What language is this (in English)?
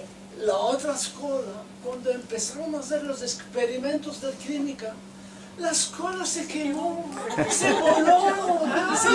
Ladino